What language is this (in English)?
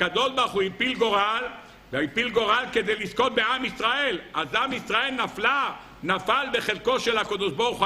Hebrew